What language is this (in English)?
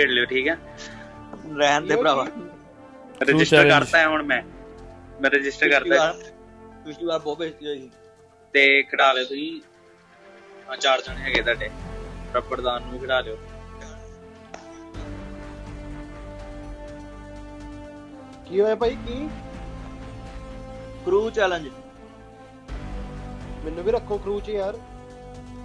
Punjabi